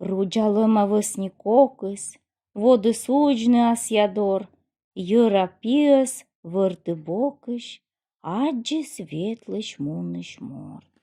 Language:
Komi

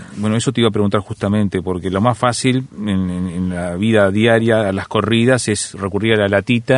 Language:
Spanish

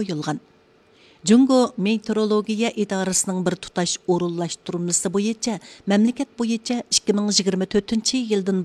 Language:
Uyghur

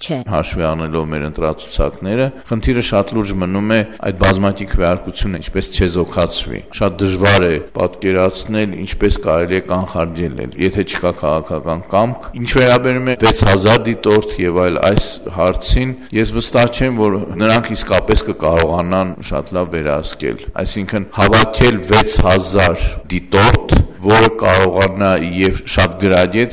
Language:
Armenian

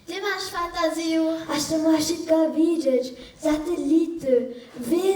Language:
Upper Sorbian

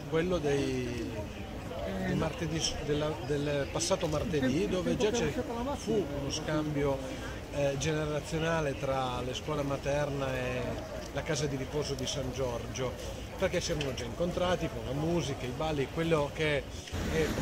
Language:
Italian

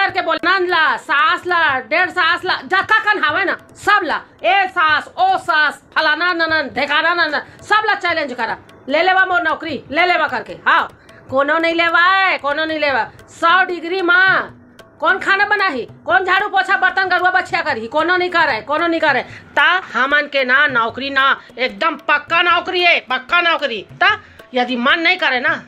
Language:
Chhattisgarhi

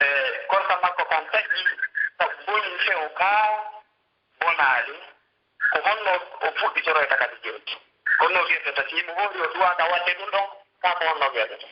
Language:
Pular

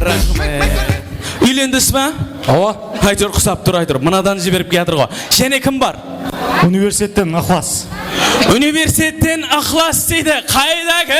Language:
Kara-Kalpak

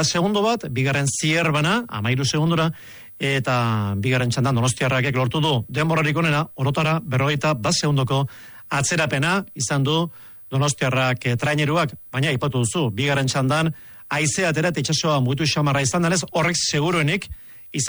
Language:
Basque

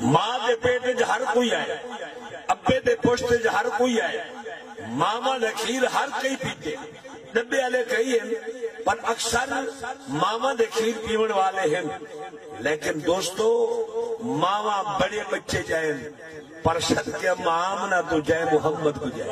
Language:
Saraiki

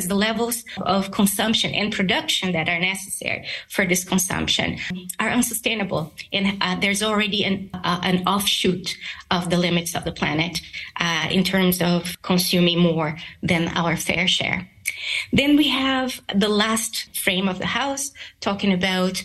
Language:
English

